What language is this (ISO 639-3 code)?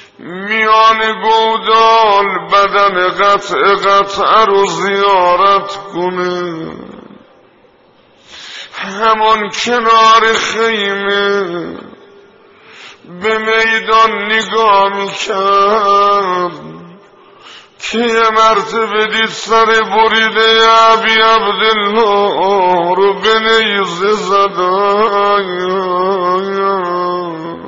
fas